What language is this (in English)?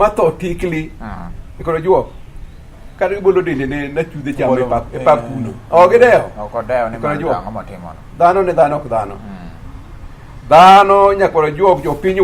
Luo (Kenya and Tanzania)